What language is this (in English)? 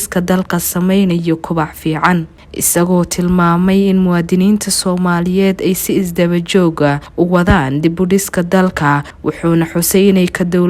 Somali